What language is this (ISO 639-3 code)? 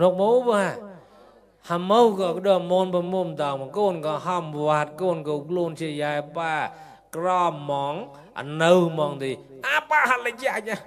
mnw